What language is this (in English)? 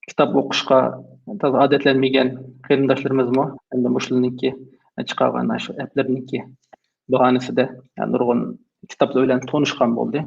Uyghur